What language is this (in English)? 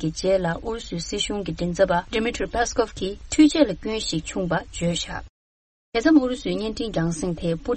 Tibetan